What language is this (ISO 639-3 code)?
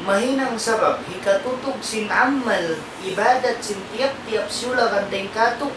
tsg